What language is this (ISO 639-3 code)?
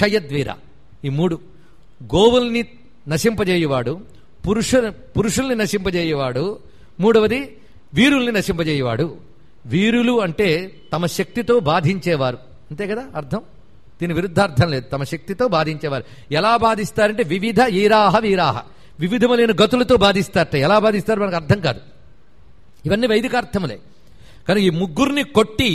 tel